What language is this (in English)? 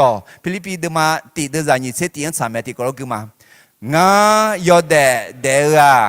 Akha